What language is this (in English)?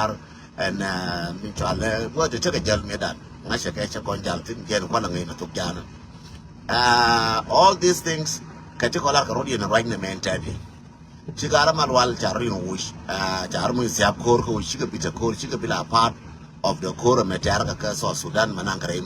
Nuer